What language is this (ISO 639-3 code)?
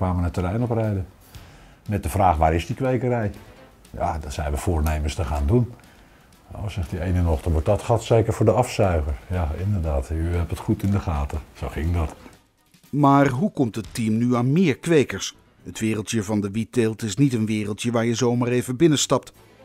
nld